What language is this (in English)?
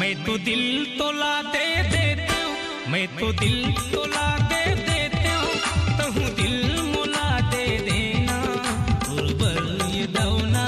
Chhattisgarhi